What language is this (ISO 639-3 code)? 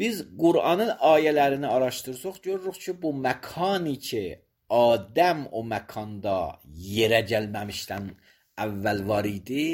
aze